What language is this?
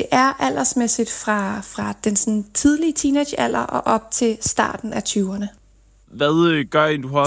Danish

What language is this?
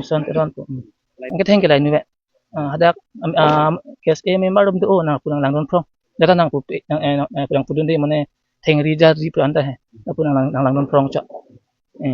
Karbi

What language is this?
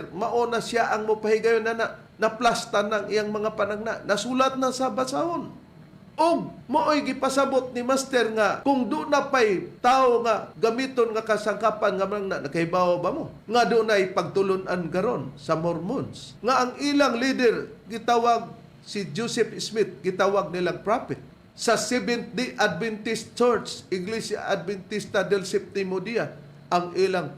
Cebuano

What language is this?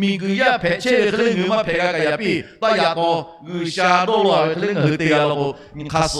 Lahu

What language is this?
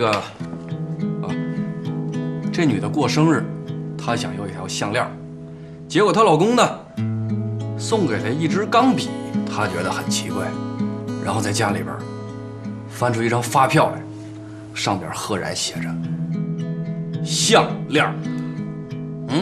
Chinese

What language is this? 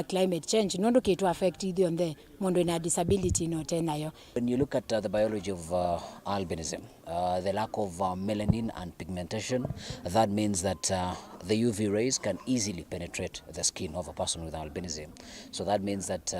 Kamba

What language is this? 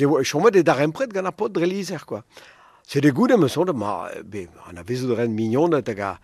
Breton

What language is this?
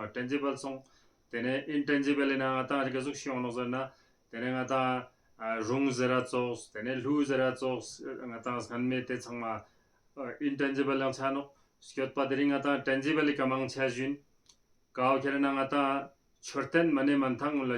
Ladakhi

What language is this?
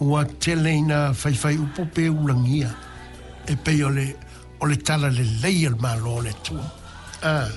Samoan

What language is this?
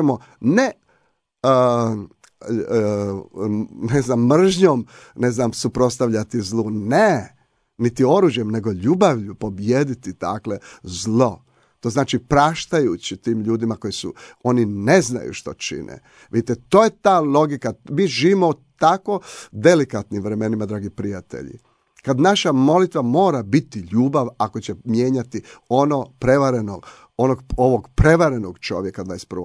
Croatian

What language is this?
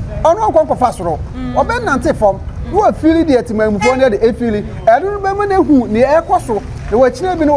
Akan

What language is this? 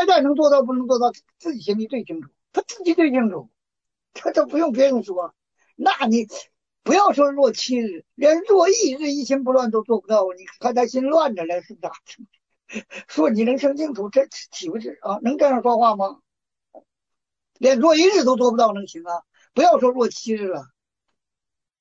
Chinese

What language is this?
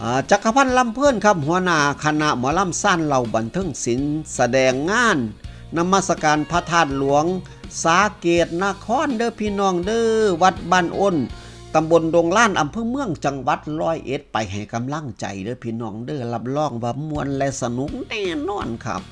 Northeastern Thai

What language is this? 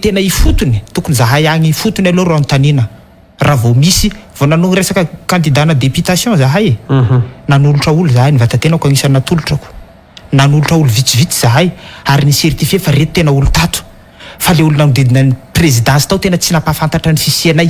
Malagasy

